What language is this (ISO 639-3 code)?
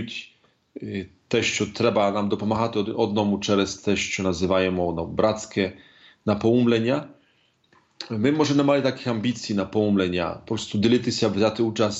ukr